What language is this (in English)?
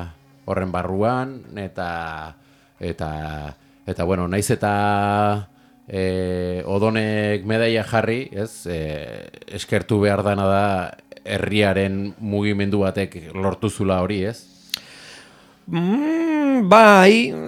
Basque